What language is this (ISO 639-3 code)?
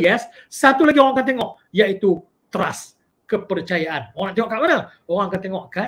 msa